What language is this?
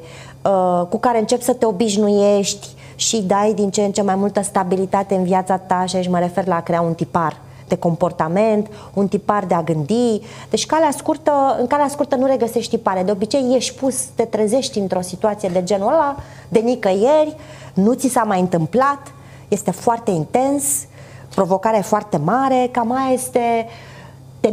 Romanian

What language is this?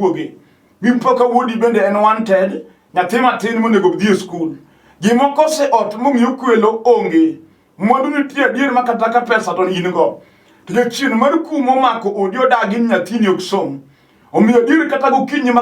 Luo (Kenya and Tanzania)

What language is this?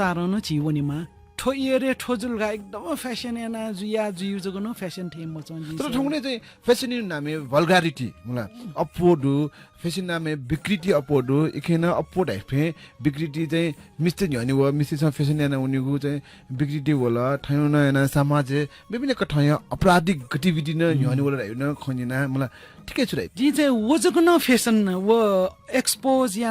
Newari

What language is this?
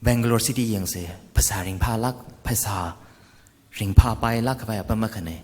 Tangkhul Naga (India)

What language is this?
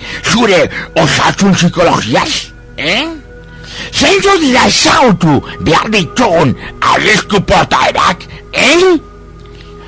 Basque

